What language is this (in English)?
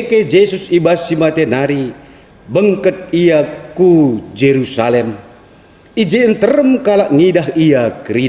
Batak Karo